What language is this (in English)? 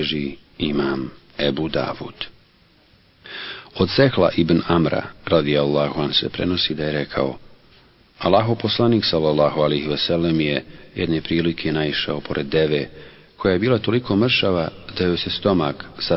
Bosnian